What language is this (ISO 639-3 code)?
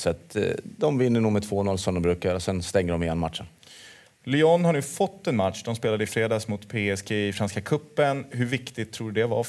swe